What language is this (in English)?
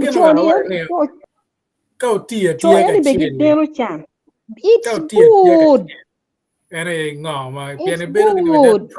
Acoli